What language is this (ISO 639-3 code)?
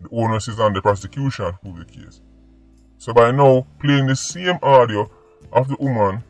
jam